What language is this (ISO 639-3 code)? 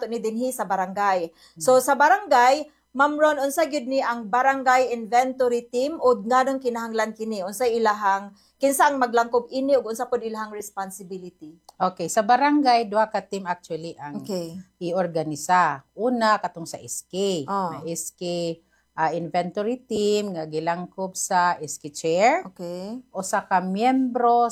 ceb